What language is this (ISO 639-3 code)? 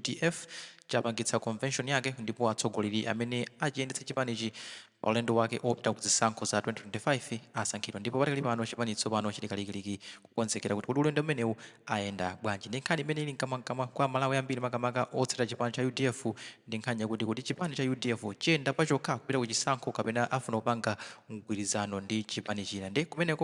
nya